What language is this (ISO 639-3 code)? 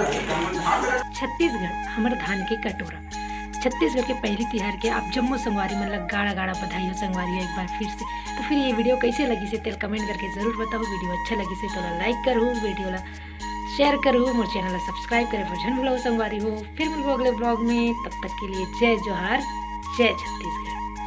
hne